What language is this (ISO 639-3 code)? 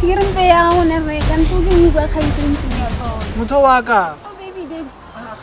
tsn